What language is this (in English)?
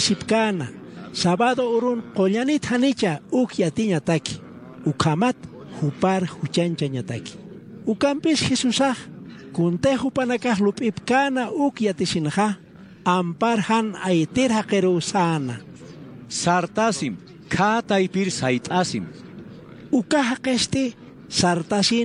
Aymara